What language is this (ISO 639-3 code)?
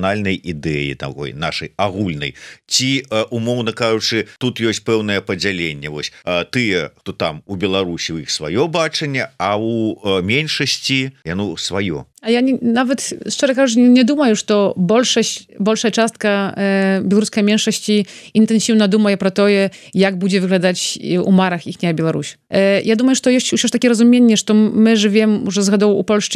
bel